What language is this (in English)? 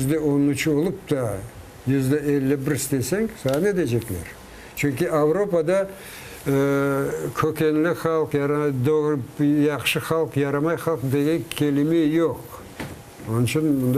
Crimean Tatar